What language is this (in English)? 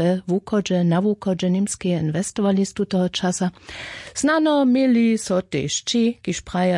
Upper Sorbian